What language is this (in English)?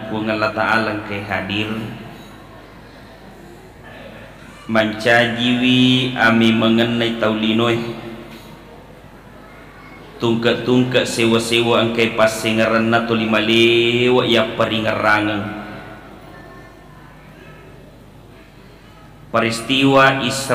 Buginese